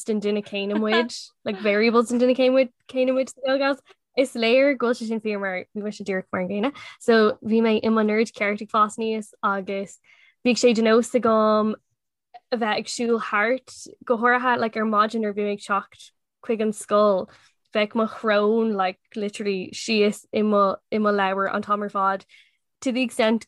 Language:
Irish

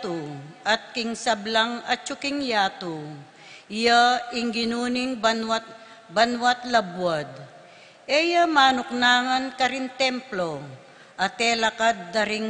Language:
Pampanga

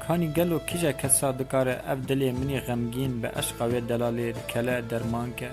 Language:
Kurdish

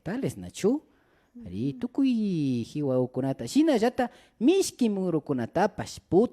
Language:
Imbabura Highland Quichua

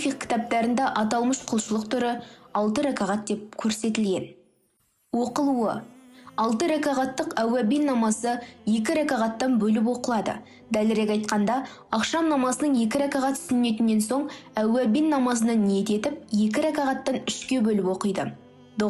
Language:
Kazakh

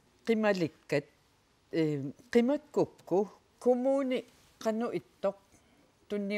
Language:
Kalaallisut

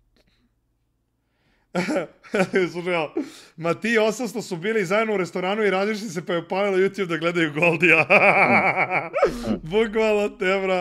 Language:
Serbian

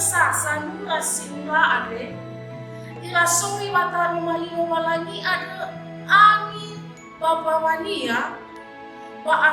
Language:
Nias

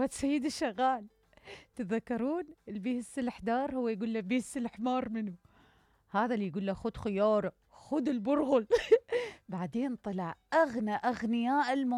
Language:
Mesopotamian Arabic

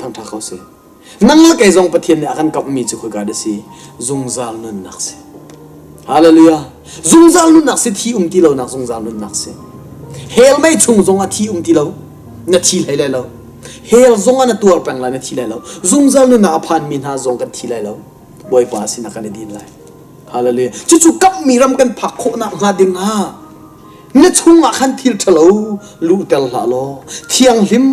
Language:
Hakha Chin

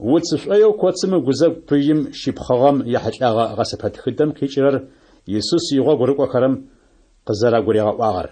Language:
Adyghe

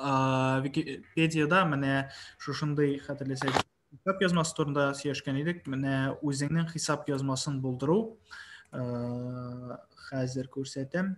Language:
Tatar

